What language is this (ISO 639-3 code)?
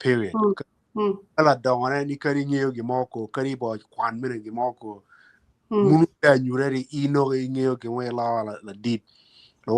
ach